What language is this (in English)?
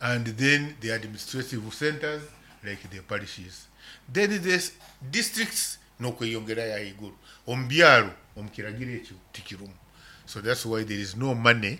Nyankole